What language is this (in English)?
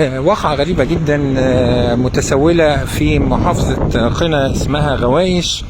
Egyptian Arabic